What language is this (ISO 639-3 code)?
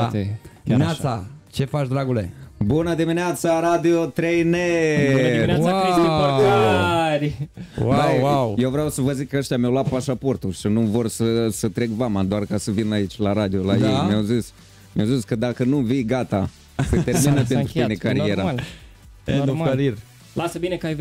ron